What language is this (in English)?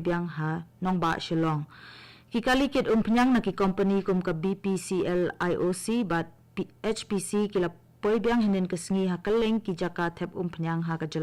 Khasi